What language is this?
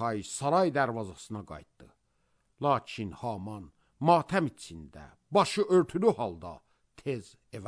Azerbaijani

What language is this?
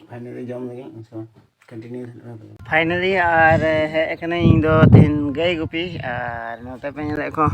Santali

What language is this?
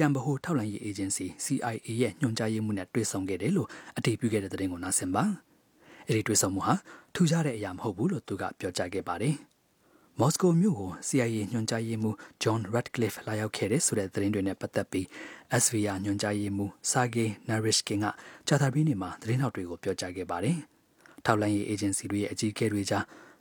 Burmese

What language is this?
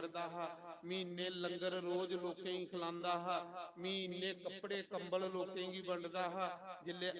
Dogri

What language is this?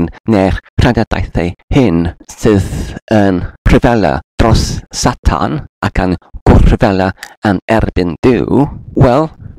Welsh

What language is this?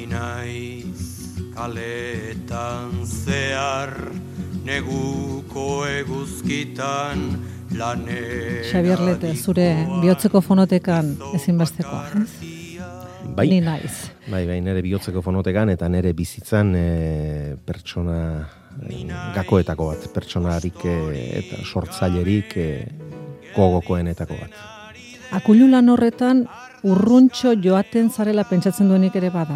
Basque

